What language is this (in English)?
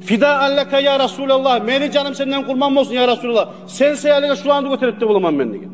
Kumyk